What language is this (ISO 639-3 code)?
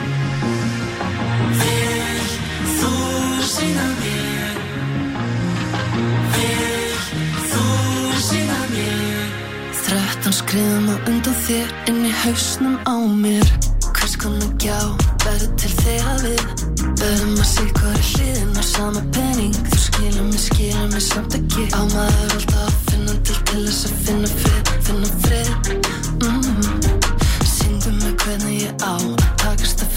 isl